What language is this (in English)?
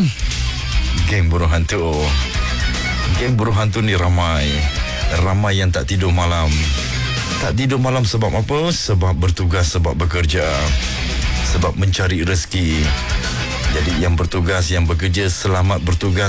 Malay